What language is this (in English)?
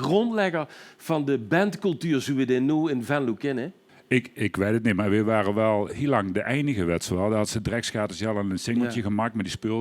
Limburgish